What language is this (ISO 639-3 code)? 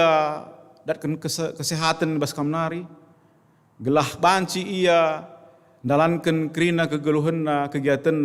btx